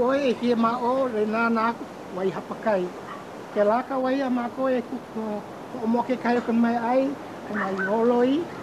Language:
Hawaiian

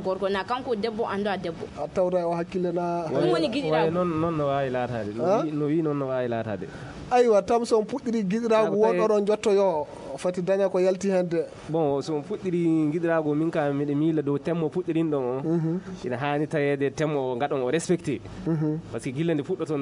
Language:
Fula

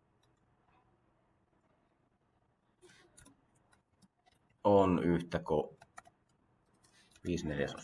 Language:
Finnish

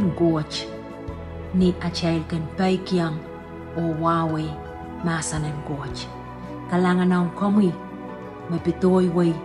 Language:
Pohnpeian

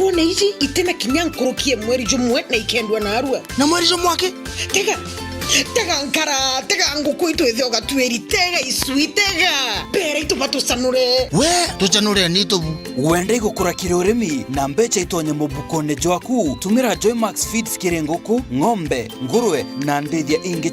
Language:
Meru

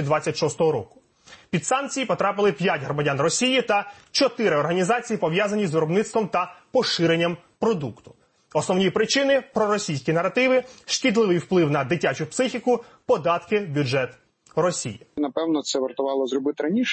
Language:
Ukrainian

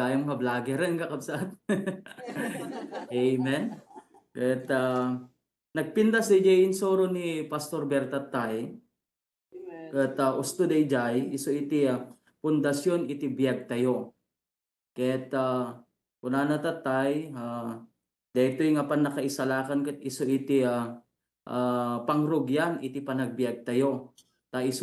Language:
Iloko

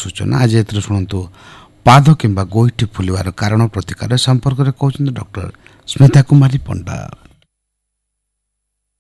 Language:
Odia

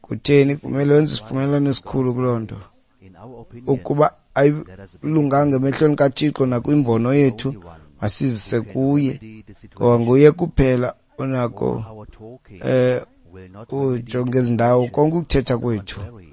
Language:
Xhosa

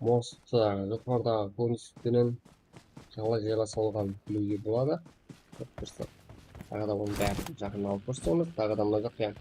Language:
Kara-Kalpak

